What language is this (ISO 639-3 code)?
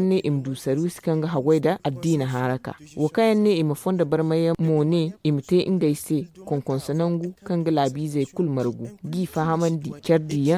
dje